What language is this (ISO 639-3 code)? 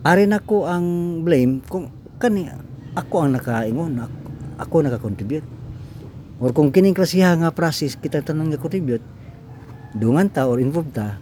ceb